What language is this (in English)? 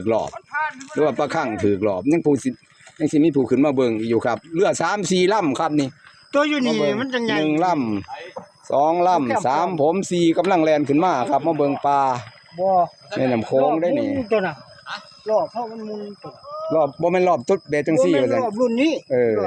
Northeastern Thai